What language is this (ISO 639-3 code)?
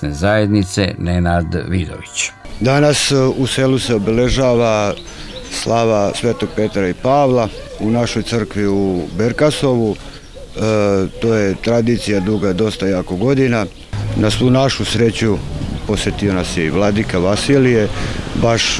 srp